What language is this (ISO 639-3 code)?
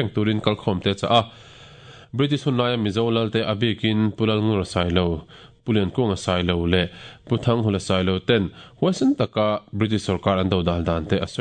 lus